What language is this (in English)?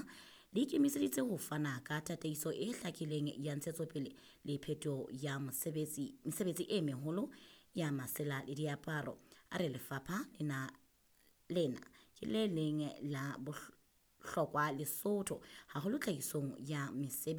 Southern Sotho